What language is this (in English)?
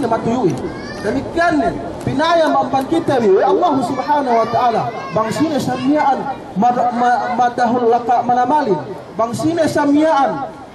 Yakan